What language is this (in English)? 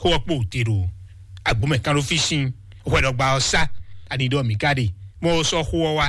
Fon